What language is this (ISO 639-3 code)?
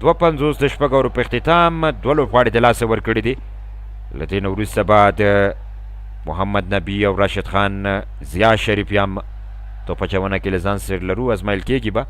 pus